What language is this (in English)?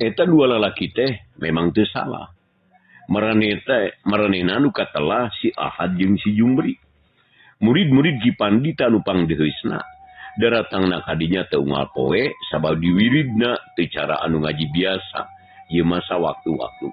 Sundanese